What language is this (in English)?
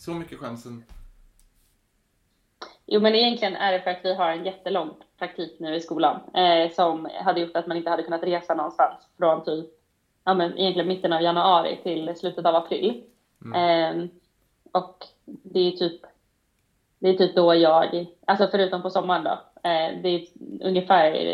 Swedish